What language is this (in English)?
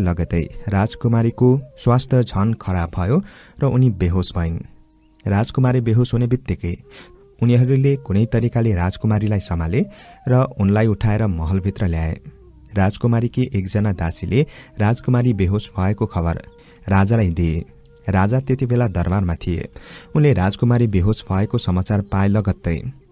Nepali